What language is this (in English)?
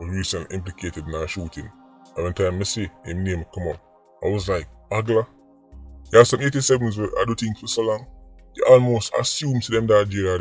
Jamaican Creole English